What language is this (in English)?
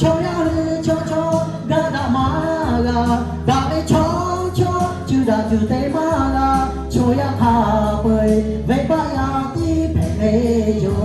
Lahu